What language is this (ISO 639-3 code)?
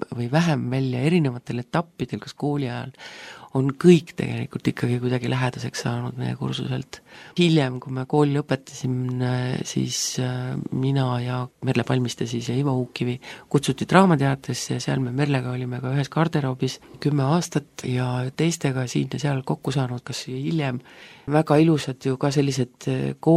est